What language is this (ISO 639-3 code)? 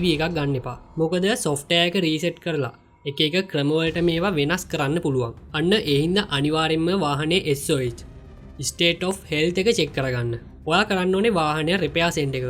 sin